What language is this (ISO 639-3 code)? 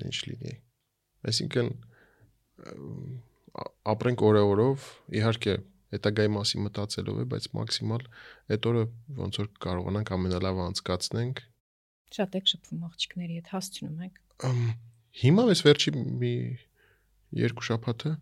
hye